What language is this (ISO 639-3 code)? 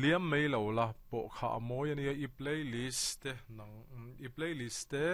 lus